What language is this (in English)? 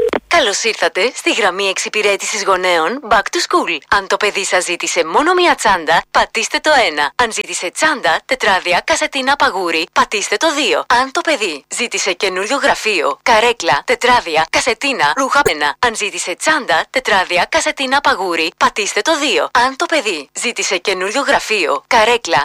Greek